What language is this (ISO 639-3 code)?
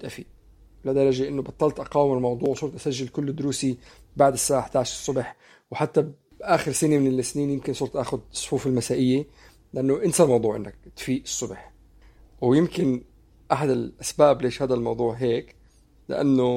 apc